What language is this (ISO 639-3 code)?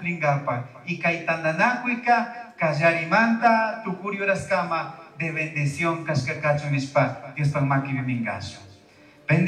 qug